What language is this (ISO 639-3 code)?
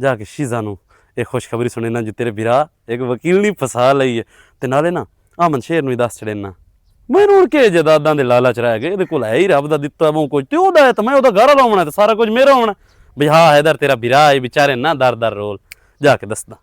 lah